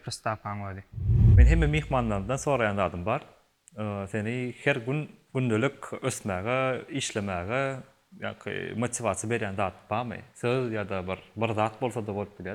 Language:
Turkmen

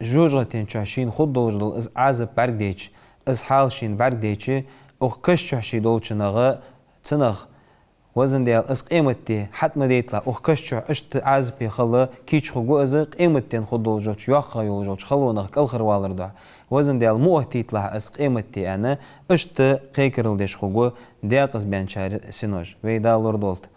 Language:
Ingush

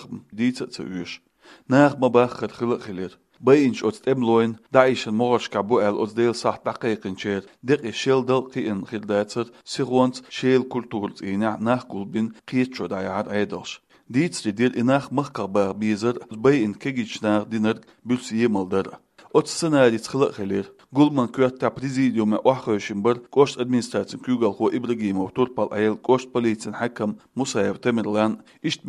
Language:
Chechen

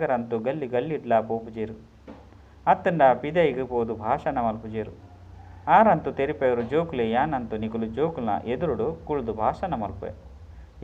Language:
Tulu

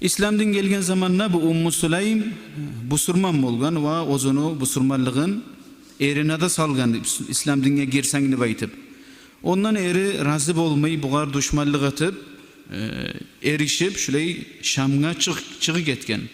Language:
Kumyk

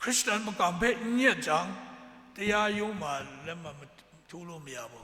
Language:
Kachin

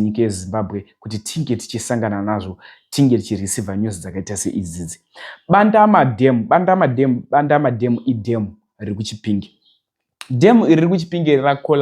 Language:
Shona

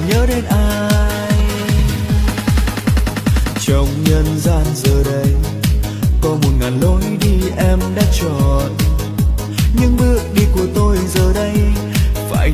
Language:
Vietnamese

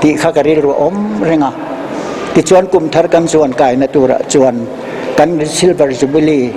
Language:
Mizo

